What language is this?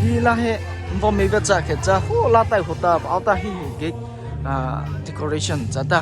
Mara Chin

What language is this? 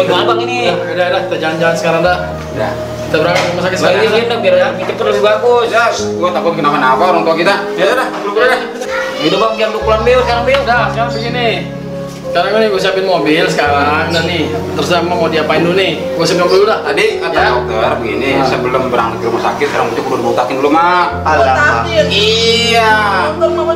Betawi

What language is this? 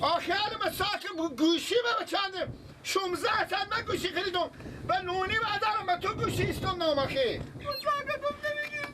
Persian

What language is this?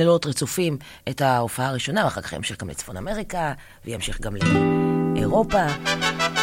Hebrew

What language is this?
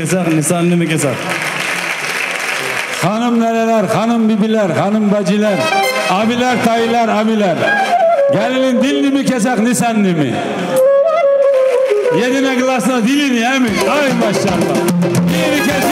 Turkish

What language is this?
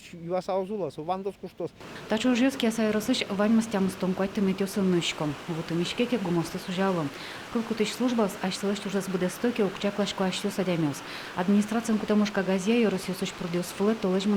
Udmurt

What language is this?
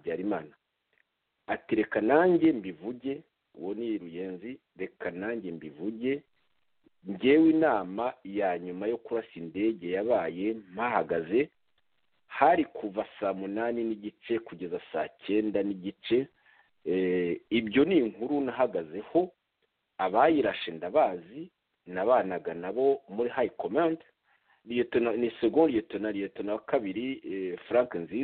Kinyarwanda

